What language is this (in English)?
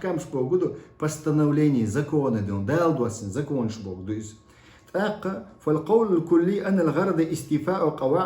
Chechen